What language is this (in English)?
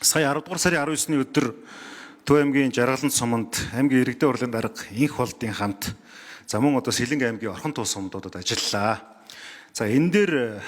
Mongolian